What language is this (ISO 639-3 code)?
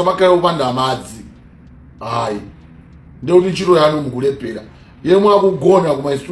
nya